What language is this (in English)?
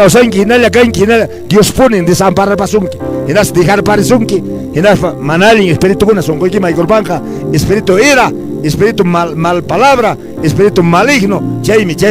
Quechua